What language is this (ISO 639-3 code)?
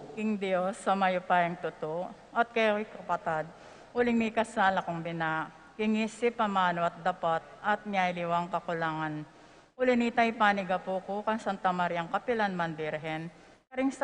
pam